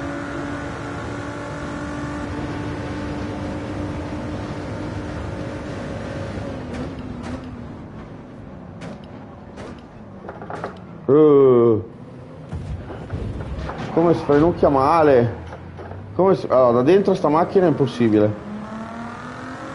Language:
Italian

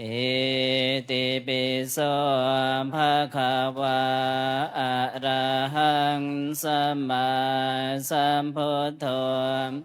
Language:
Pali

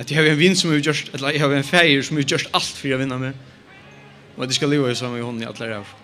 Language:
Faroese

